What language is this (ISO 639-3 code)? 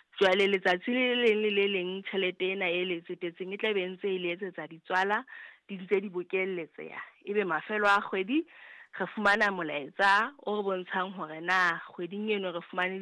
sot